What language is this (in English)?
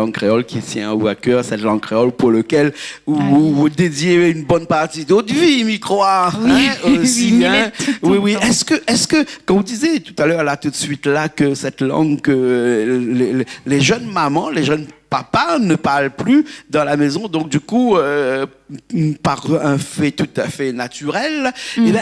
Réunion Creole French